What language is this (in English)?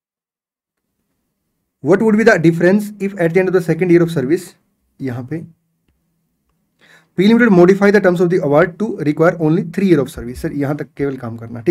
Hindi